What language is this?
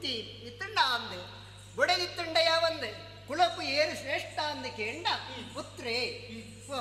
Tulu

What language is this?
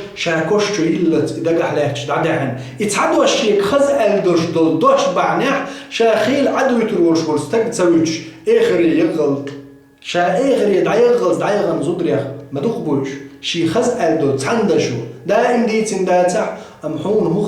Chechen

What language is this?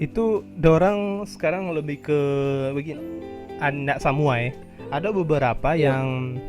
Manado Malay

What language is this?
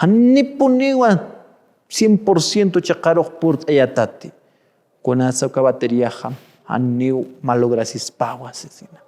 Aymara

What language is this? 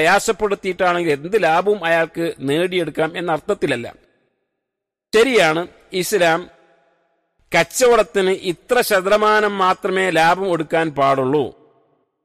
Malayalam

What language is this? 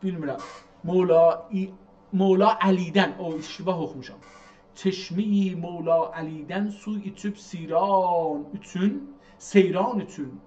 South Azerbaijani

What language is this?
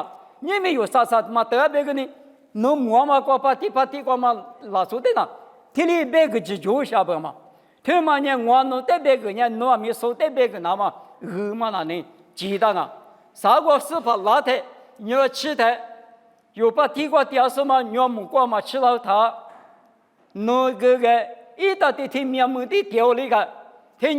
Lisu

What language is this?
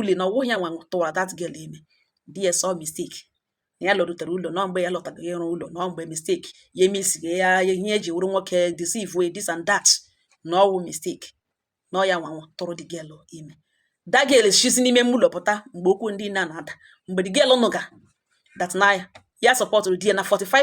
Igbo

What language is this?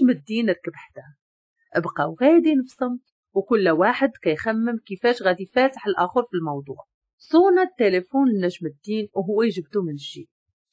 Moroccan Arabic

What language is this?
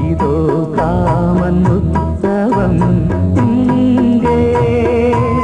Tamil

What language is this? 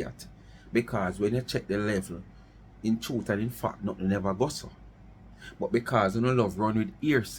Jamaican Creole English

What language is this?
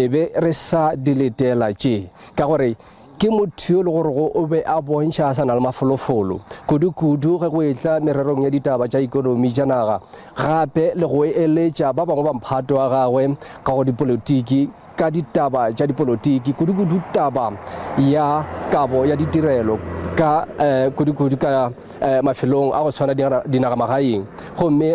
Northern Sotho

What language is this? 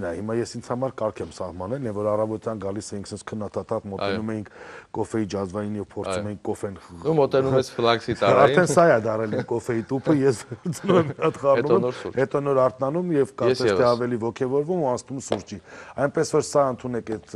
Armenian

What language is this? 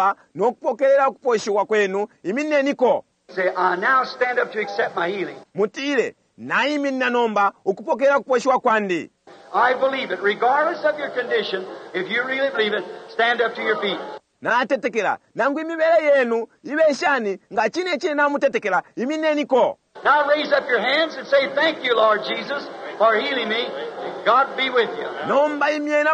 Bemba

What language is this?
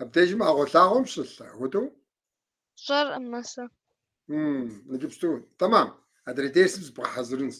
Kabardian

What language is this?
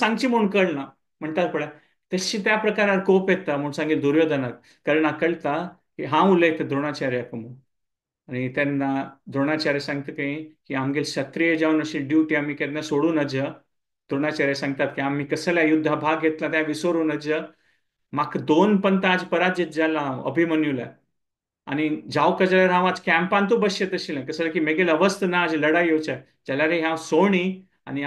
Konkani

